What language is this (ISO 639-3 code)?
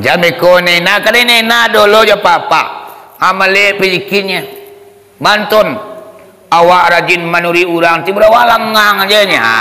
min